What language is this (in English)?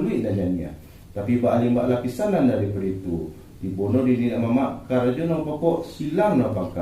Minangkabau